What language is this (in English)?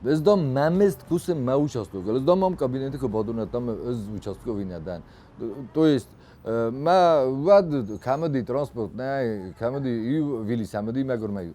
Ossetic